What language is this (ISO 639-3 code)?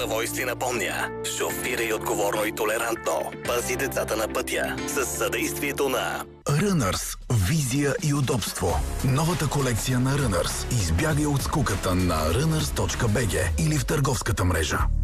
bul